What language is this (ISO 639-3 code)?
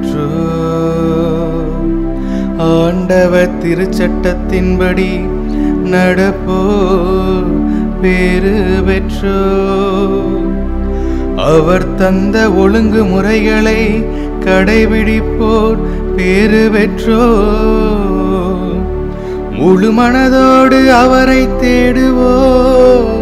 tam